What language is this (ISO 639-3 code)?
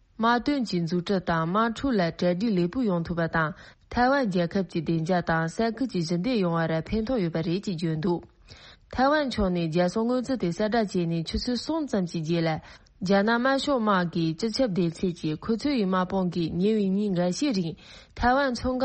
bod